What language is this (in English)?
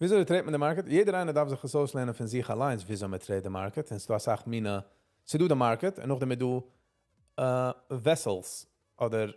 Yiddish